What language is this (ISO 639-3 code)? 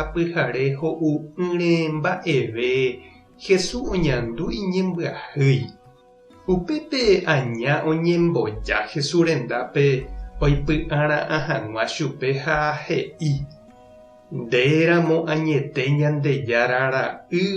grn